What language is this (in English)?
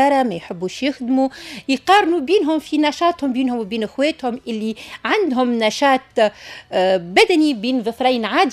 Tunisian Arabic